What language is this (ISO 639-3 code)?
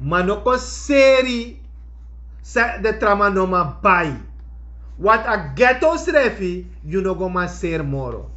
srn